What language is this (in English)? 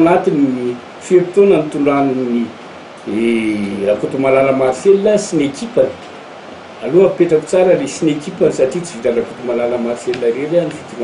Malagasy